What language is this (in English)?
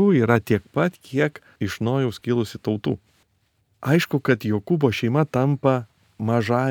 Lithuanian